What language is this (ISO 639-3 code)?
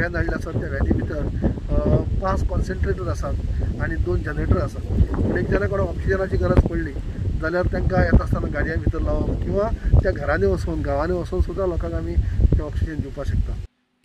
kok